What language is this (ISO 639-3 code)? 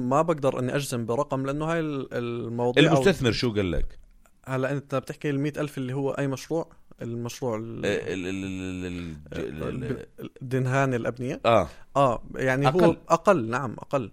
apc